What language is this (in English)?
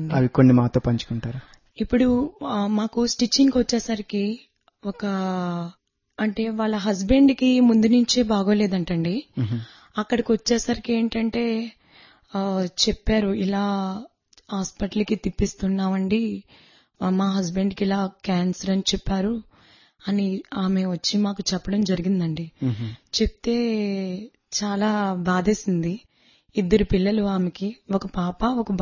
Telugu